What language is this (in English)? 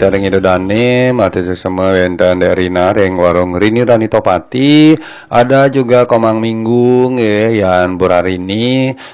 Balinese